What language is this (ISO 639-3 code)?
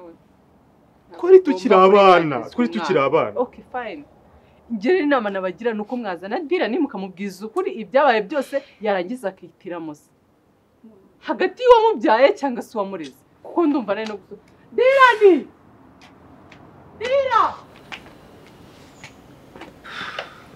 kin